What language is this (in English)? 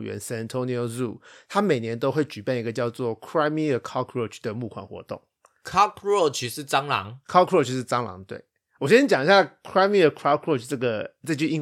Chinese